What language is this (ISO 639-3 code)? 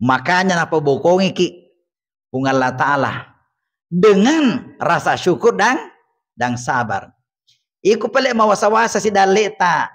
bug